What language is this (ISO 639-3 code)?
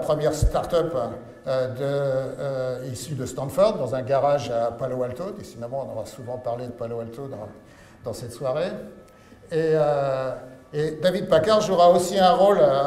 fra